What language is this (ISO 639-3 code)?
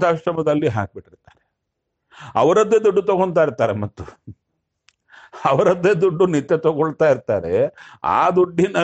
kan